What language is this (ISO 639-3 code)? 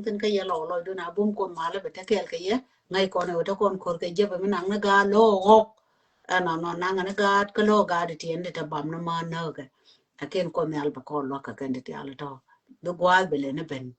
nus